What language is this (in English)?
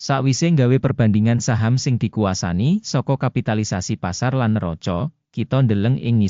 Javanese